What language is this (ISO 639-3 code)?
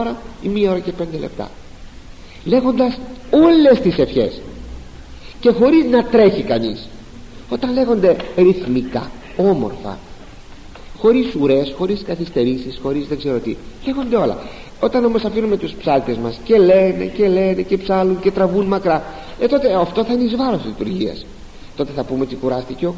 ell